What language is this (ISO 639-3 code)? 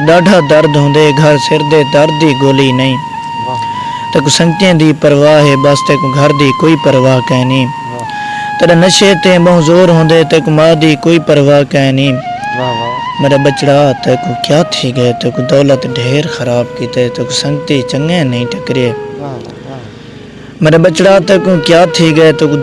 skr